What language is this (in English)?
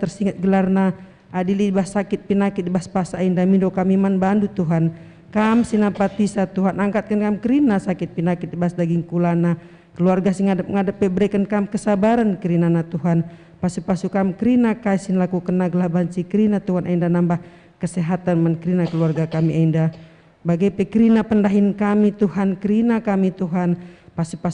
Batak Karo